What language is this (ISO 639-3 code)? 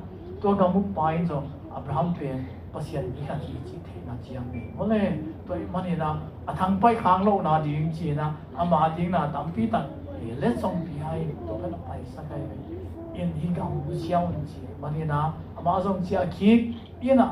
ctd